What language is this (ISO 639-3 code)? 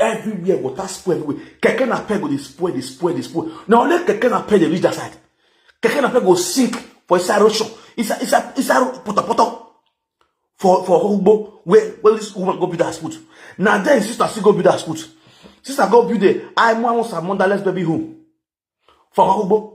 pcm